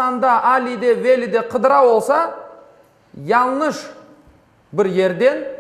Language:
Crimean Tatar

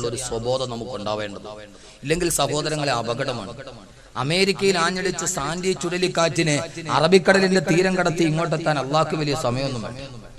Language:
Malayalam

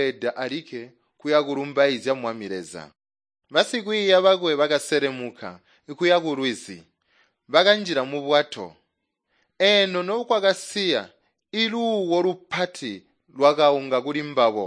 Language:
Tonga (Zambia)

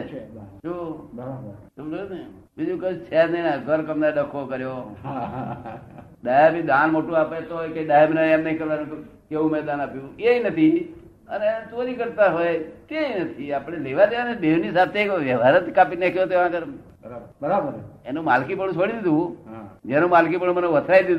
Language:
Gujarati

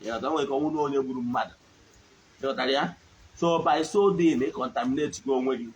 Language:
Igbo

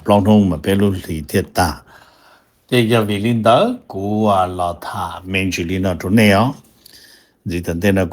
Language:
Hmong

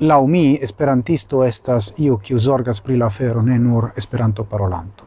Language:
Esperanto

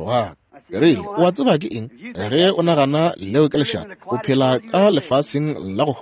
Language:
Northern Sotho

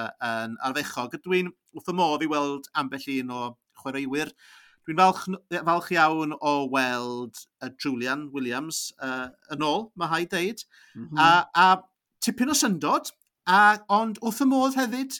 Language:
Welsh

